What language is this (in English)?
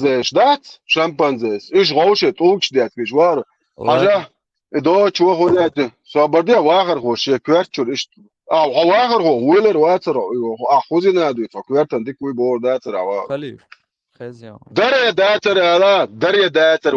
Chechen